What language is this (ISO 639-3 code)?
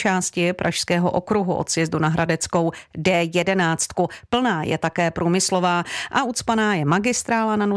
ces